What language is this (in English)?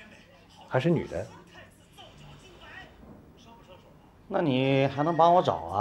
Chinese